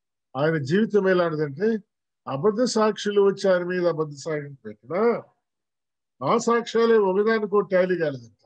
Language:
Telugu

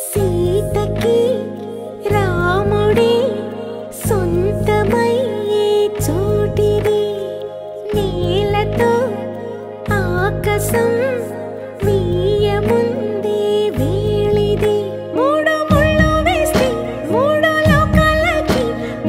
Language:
Telugu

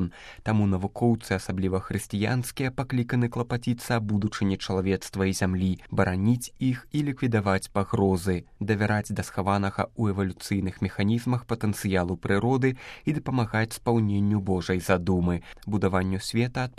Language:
Belarusian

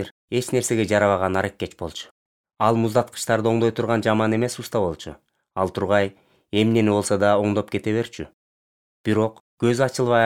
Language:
Kyrgyz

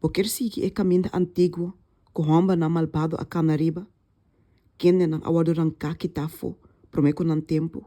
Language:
Papiamento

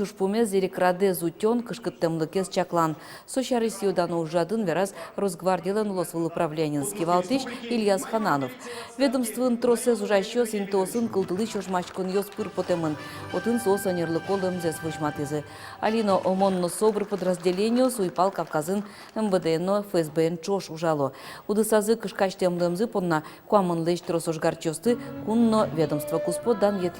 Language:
Udmurt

